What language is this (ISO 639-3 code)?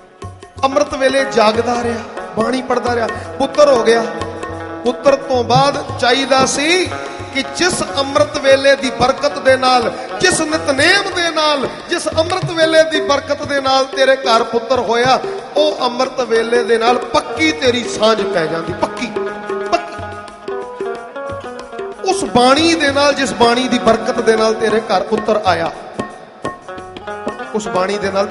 pan